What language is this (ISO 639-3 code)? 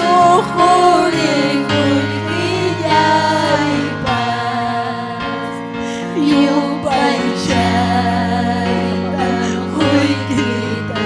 quy